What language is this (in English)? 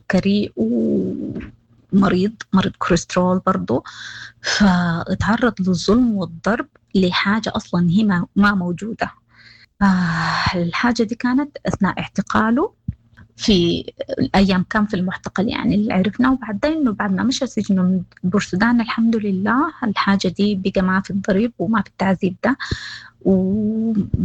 Sudanese Arabic